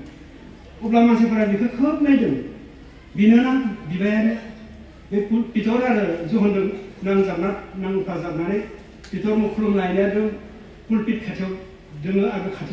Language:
Bodo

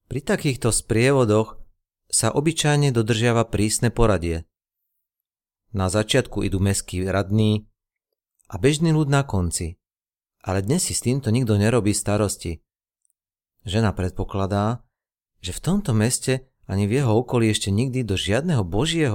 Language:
Slovak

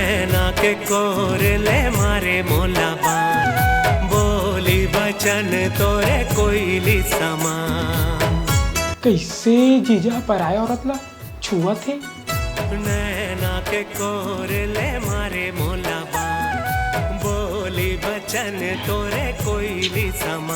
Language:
Chhattisgarhi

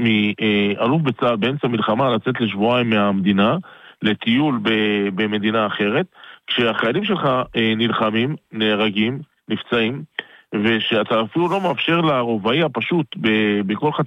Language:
Hebrew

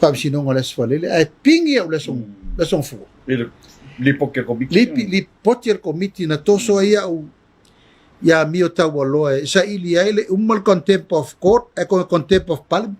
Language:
Samoan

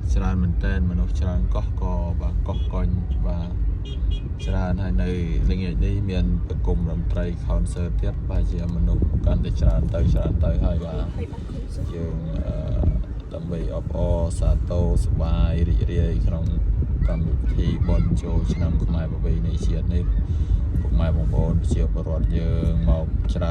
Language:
Khmer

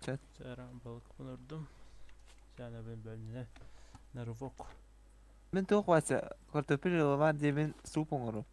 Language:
Yakut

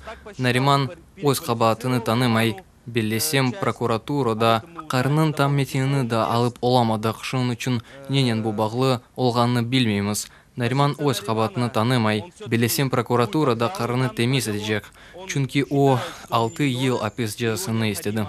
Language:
Crimean Tatar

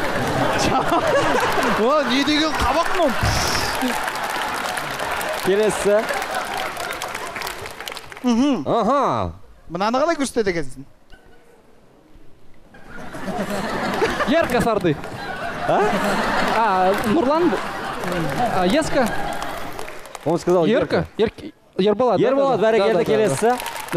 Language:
Kazakh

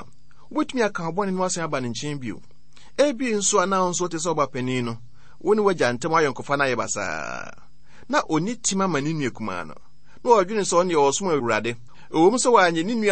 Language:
Akan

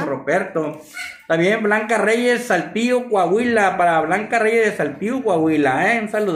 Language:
Spanish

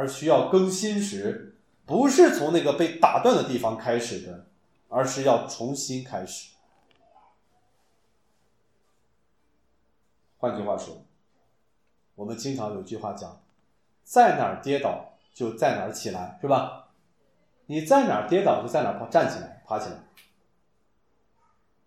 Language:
Chinese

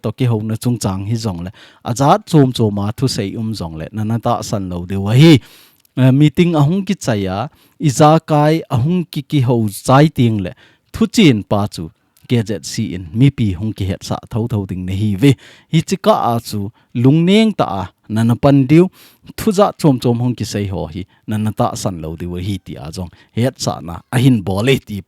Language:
Thado Chin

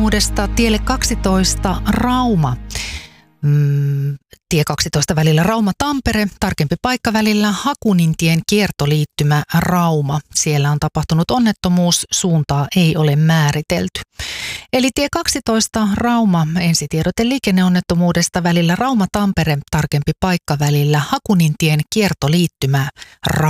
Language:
Finnish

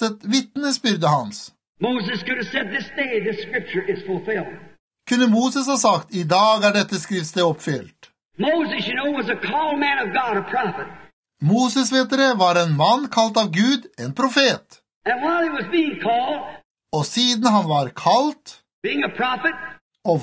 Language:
Norwegian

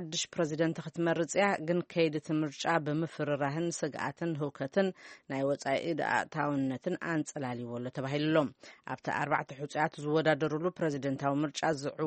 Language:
Tigrinya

